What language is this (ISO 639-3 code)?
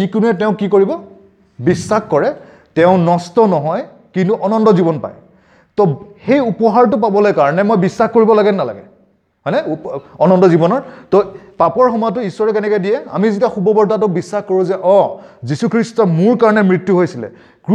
asm